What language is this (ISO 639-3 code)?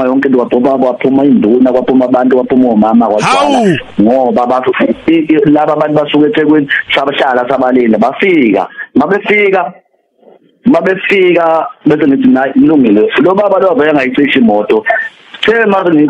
zul